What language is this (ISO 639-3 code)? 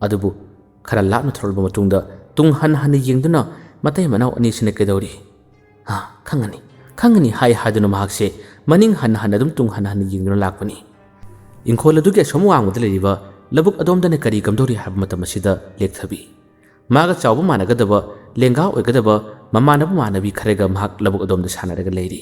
mni